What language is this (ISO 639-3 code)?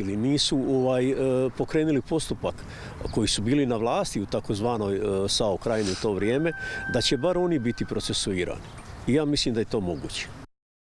hrv